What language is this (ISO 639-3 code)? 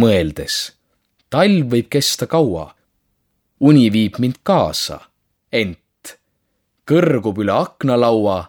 est